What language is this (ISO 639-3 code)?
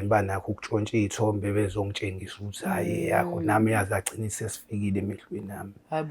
zul